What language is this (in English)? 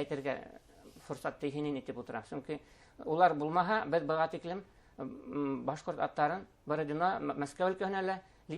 Bashkir